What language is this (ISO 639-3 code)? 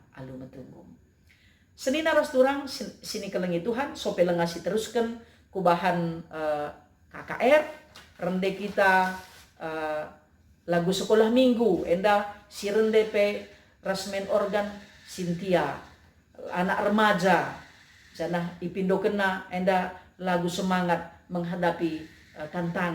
btx